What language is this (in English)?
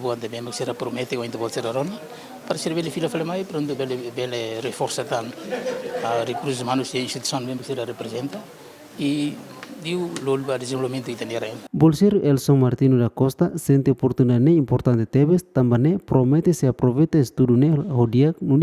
Tetum